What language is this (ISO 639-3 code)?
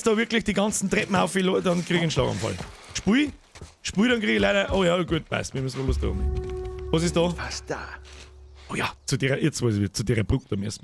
bar